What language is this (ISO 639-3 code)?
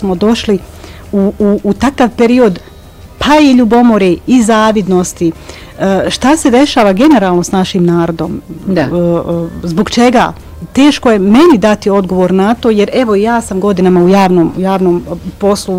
bos